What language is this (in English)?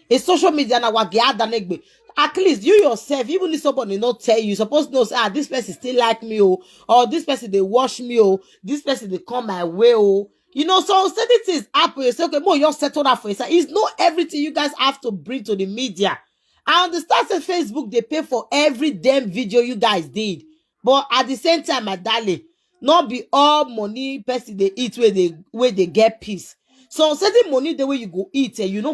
Nigerian Pidgin